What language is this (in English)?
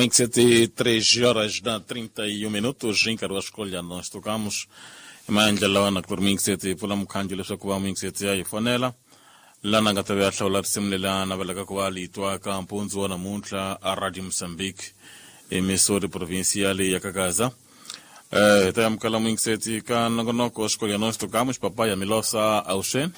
Tsonga